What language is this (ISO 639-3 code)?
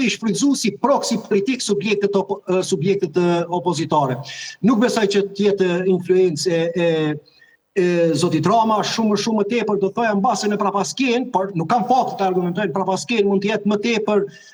sqi